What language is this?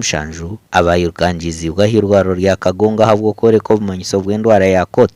Nyankole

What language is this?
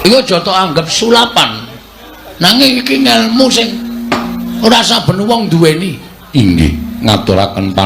Javanese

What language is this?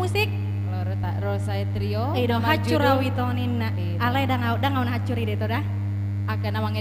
Batak Toba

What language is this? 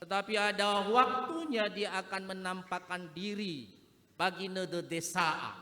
Nias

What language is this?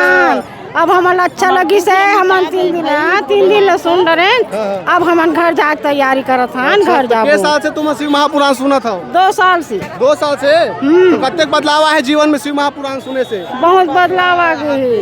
Chhattisgarhi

